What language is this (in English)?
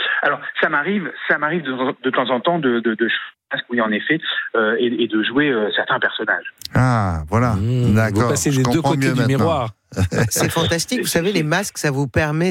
French